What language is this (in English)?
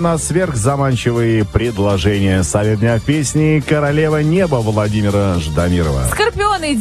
Russian